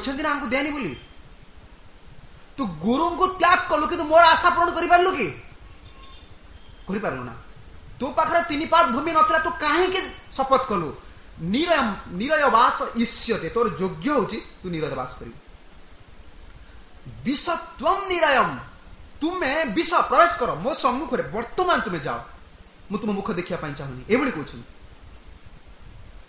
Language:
Odia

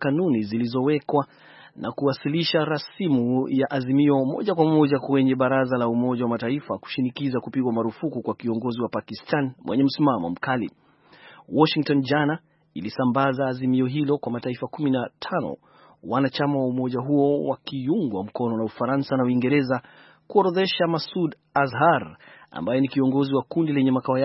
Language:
Swahili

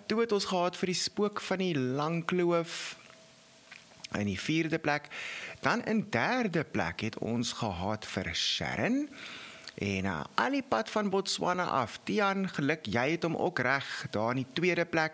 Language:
Afrikaans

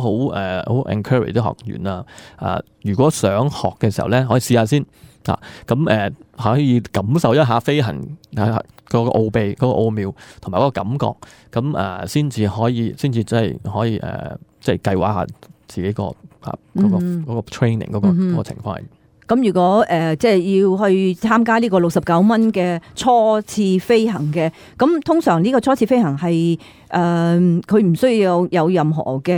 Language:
Cantonese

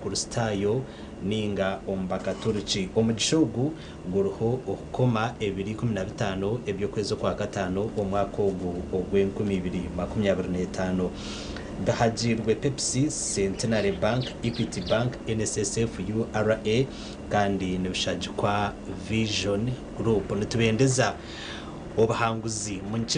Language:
Nyankole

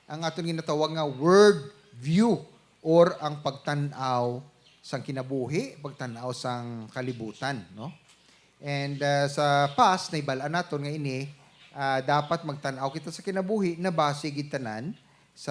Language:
Hiligaynon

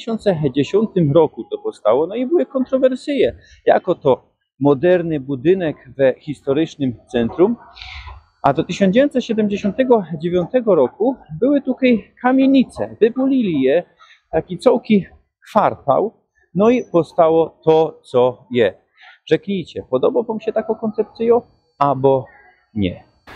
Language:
Silesian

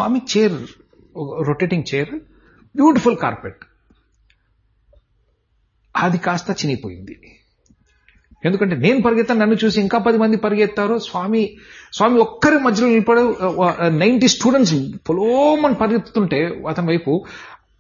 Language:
Telugu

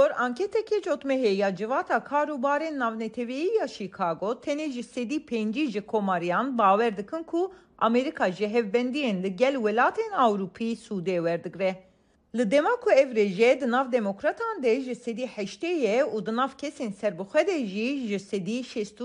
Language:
Kurdish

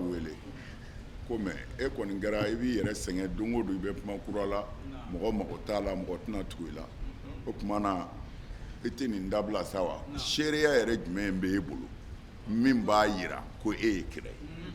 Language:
Bambara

